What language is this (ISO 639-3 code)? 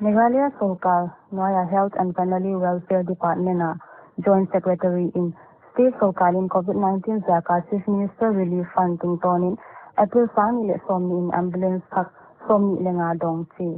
pck